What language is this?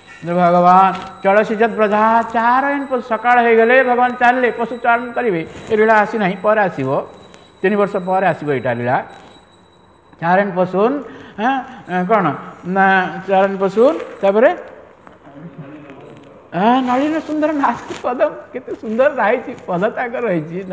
Odia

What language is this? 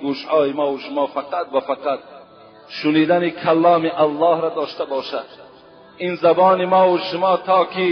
Tajik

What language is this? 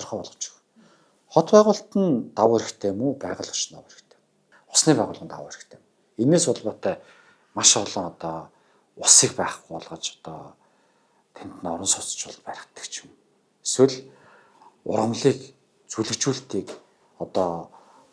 Mongolian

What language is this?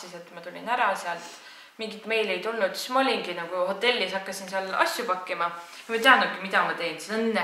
Estonian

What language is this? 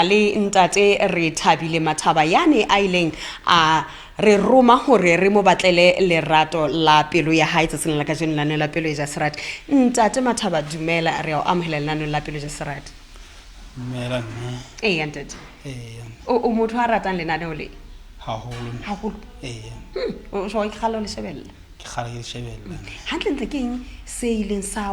Southern Sotho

